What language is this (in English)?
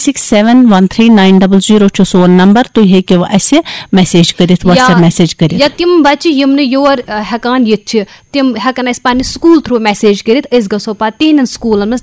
Kashmiri